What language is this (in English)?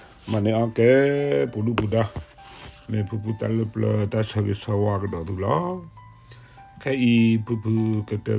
S'gaw Karen